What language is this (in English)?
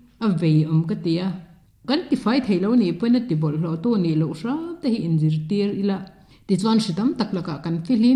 Mizo